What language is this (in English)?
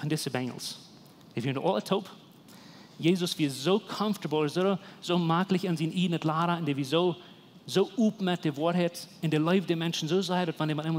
Plautdietsch